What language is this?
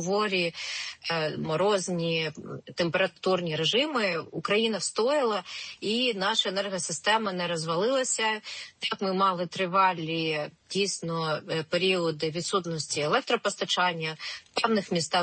Ukrainian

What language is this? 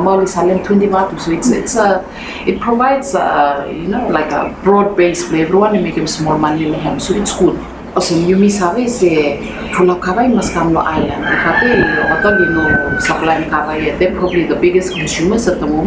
Bislama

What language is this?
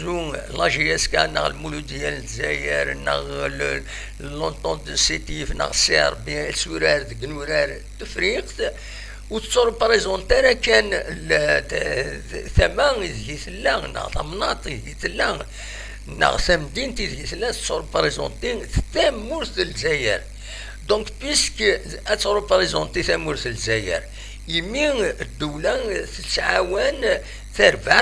Kabyle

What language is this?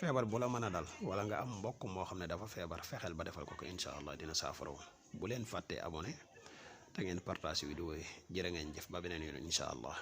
Wolof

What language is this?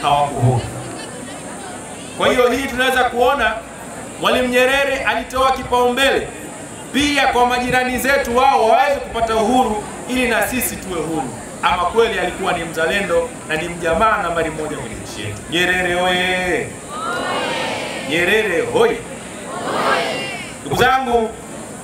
Swahili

